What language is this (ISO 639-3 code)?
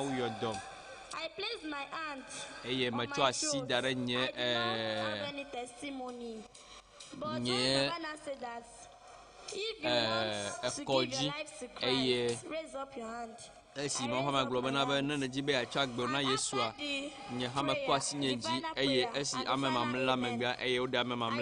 ewe